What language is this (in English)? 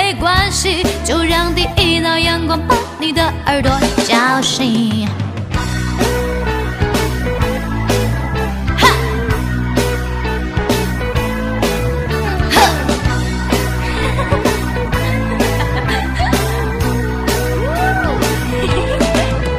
Chinese